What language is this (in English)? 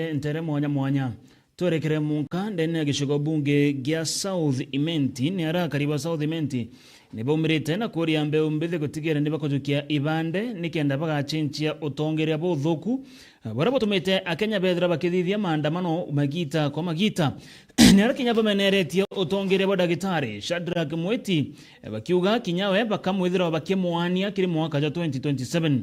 Meru